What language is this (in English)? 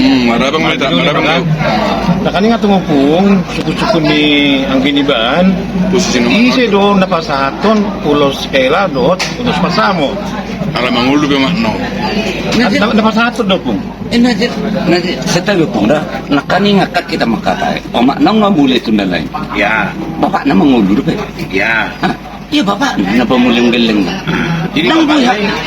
Batak Toba